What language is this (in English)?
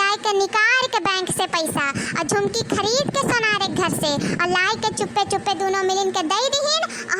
Awadhi